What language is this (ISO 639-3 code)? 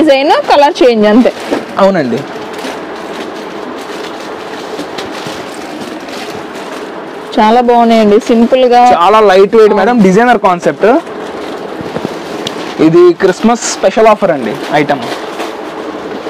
tel